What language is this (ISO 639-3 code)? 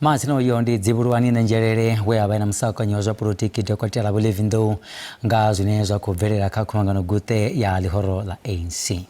ven